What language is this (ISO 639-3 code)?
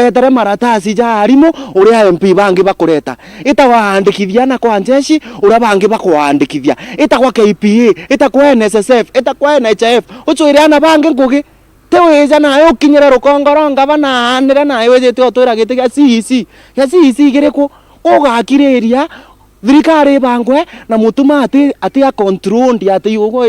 mer